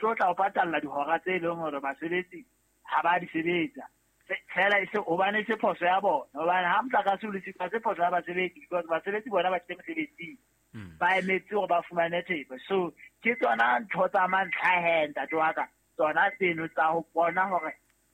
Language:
Southern Sotho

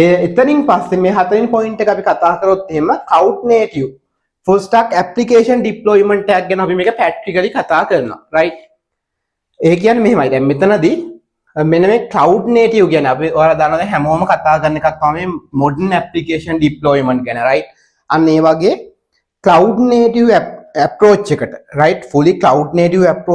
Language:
Sinhala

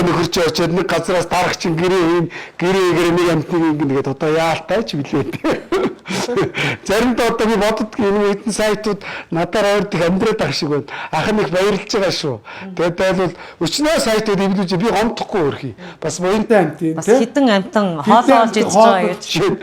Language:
Mongolian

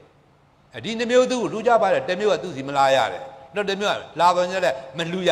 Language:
Burmese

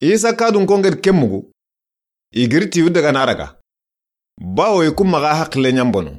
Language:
Soninke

